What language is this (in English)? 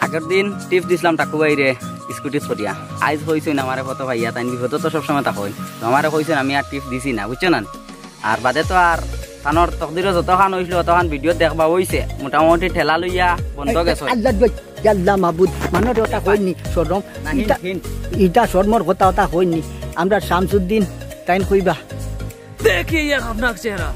Sylheti